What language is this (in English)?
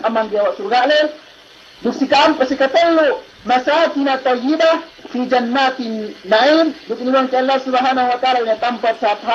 Yakan